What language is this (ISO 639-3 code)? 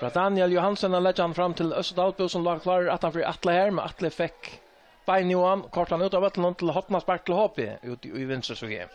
fao